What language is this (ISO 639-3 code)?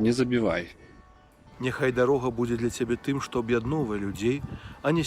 bel